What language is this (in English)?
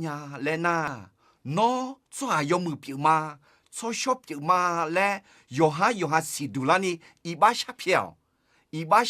Akha